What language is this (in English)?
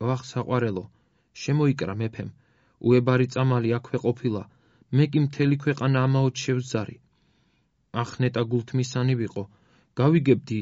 Georgian